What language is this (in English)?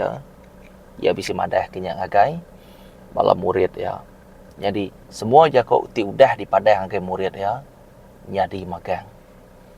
Iban